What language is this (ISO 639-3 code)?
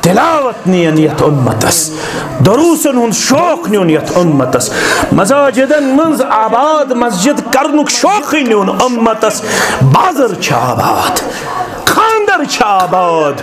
kas